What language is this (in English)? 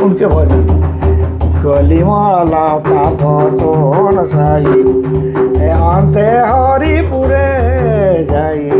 Sadri